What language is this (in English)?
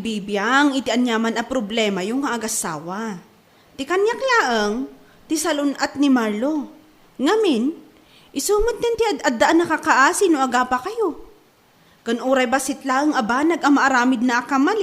Iloko